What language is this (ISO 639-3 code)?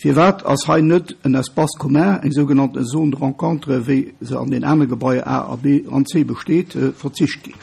ltz